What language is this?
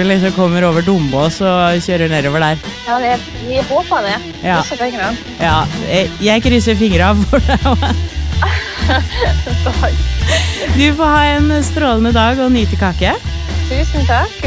Norwegian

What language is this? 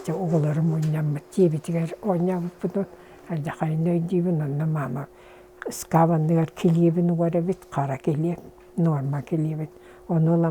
Yakut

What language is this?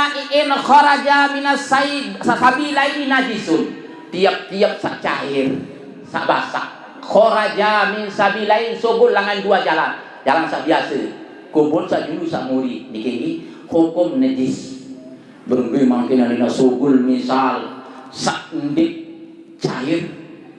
Sasak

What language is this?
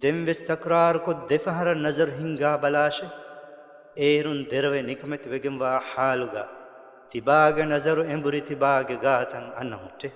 Divehi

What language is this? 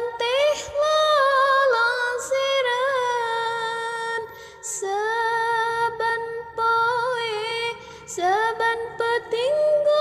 Sundanese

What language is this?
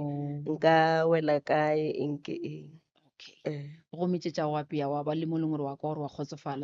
Northern Sotho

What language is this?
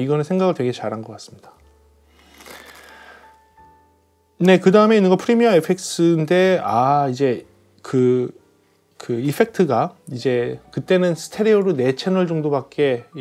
Korean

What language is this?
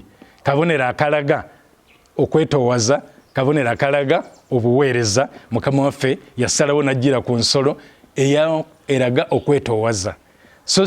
Ganda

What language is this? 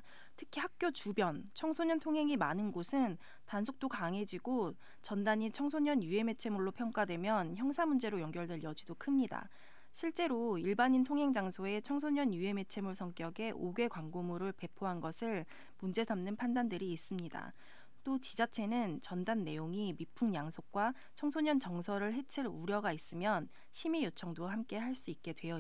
Korean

